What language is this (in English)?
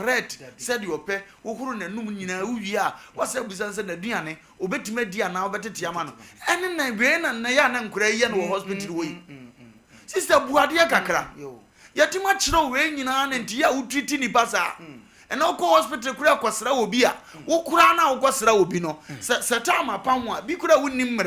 Akan